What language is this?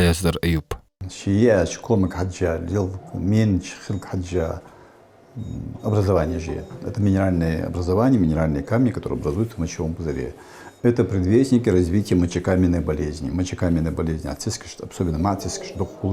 Ingush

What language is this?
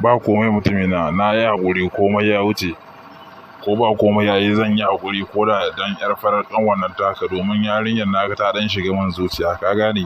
Hausa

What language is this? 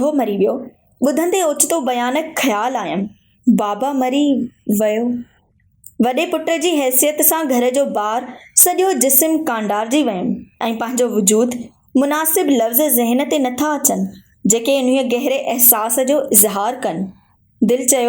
Sindhi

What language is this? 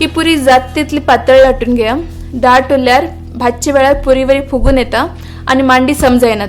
Konkani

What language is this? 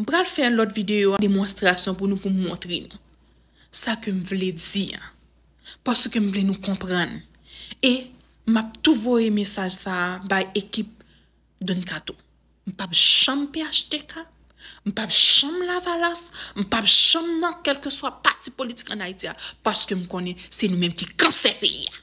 Haitian Creole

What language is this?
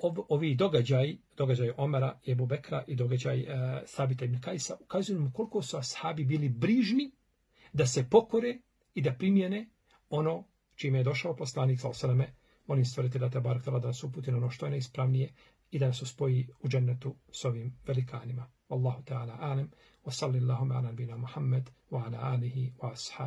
Bosnian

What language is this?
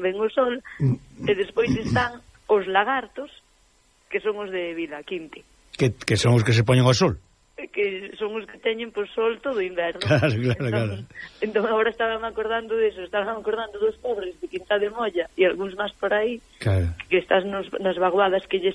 Galician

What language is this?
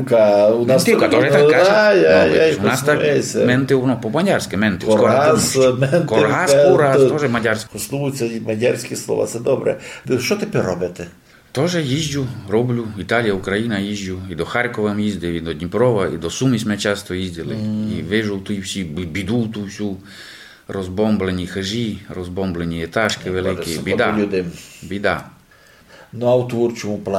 Rusyn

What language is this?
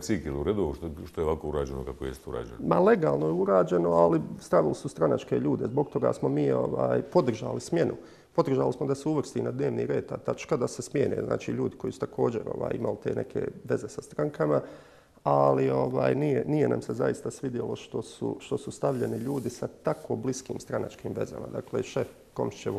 Bosnian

